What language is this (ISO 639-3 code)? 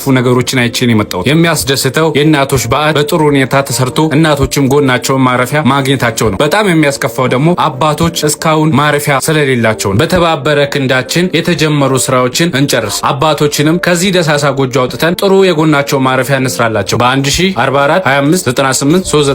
amh